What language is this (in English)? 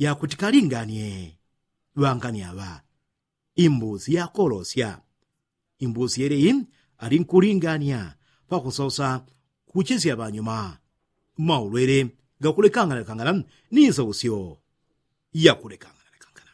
Yao